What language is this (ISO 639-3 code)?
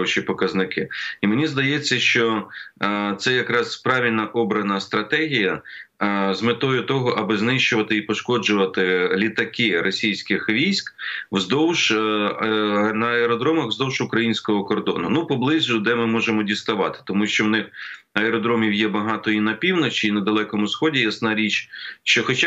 ukr